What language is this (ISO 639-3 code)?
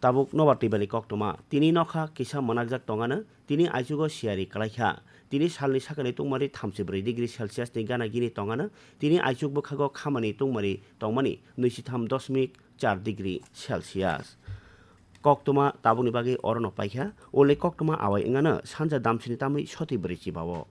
trp